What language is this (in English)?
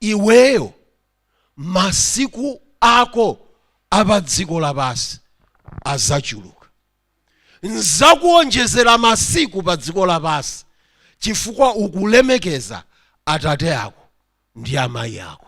Nyanja